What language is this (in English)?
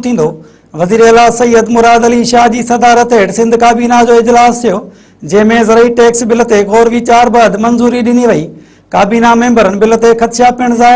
Sindhi